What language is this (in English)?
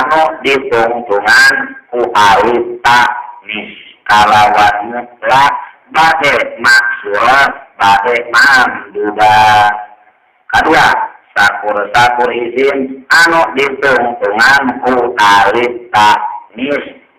Sundanese